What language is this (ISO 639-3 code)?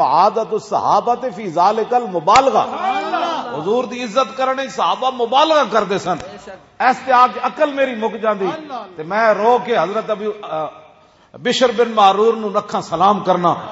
lah